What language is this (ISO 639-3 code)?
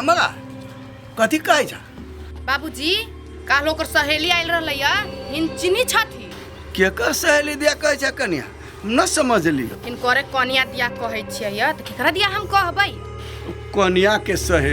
mai